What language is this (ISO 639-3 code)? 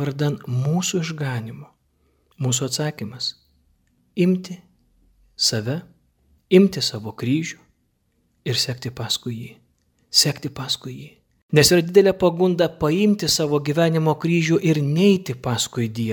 lit